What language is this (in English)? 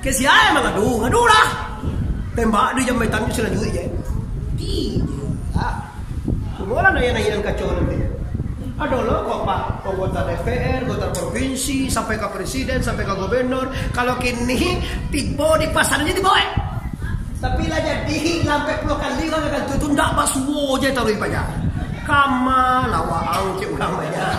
Minangkabau